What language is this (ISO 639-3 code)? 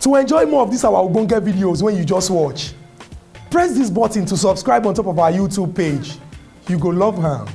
pcm